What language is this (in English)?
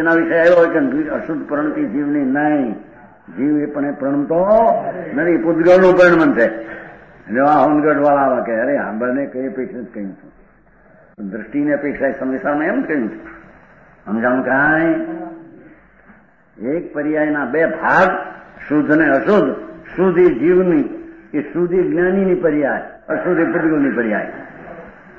Gujarati